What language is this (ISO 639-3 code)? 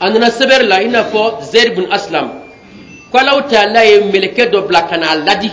bam